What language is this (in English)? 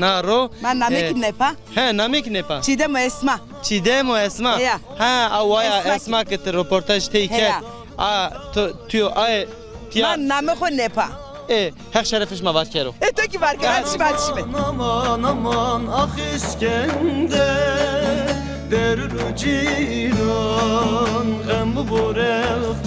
Zaza